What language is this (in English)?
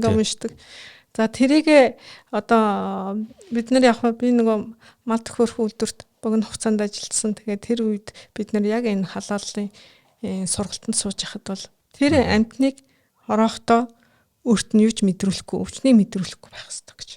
Mongolian